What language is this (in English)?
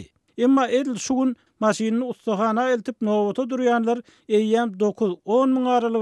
Turkmen